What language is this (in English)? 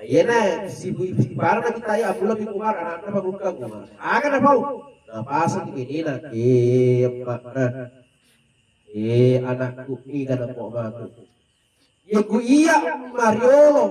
Buginese